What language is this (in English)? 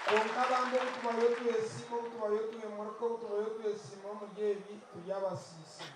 Nyankole